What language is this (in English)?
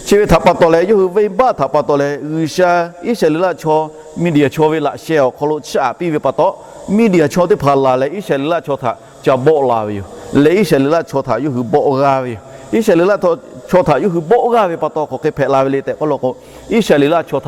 Lahu